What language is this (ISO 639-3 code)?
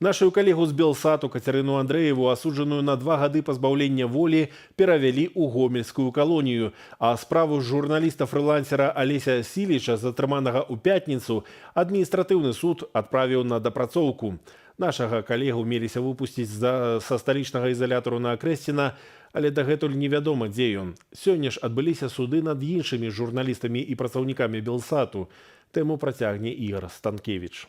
bel